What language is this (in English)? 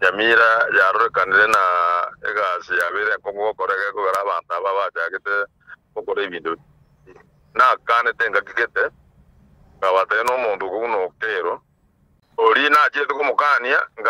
Gusii